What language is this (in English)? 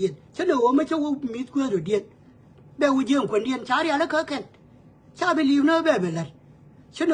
Nuer